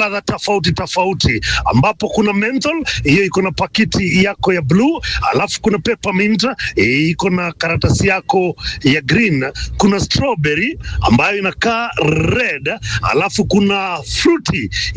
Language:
Swahili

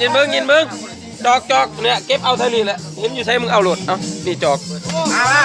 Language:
Lao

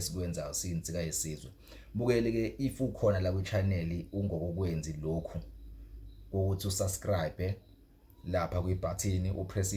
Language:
Zulu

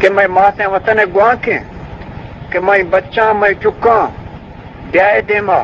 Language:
Eastern Balochi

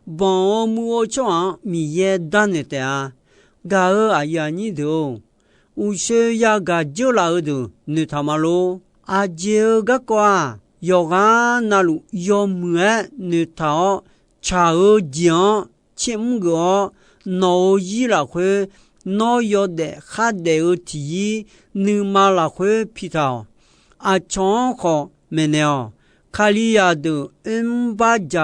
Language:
Akha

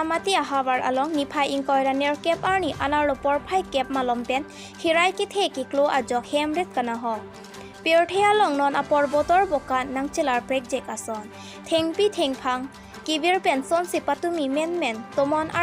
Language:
Karbi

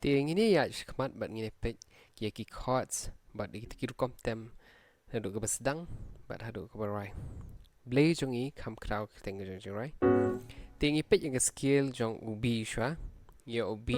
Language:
Khasi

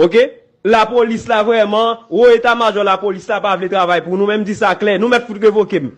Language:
Haitian Creole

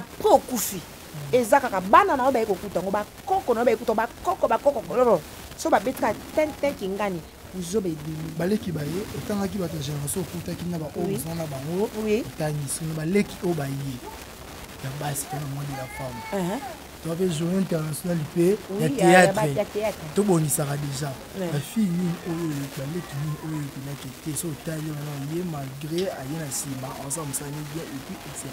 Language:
Lingala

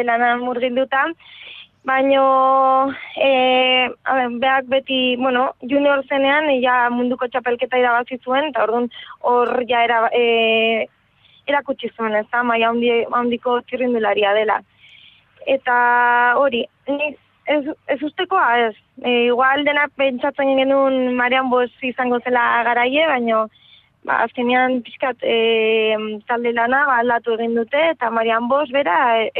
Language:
Basque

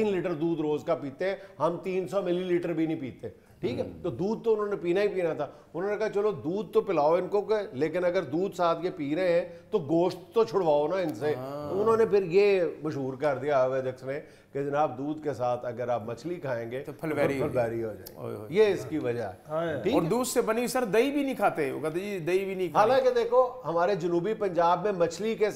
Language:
Urdu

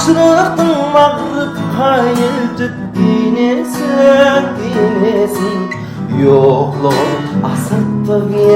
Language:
Kara-Kalpak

